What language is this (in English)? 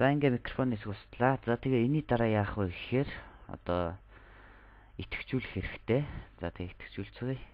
Mongolian